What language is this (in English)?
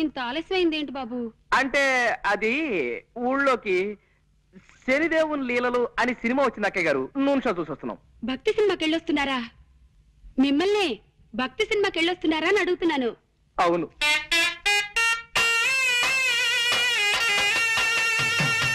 Telugu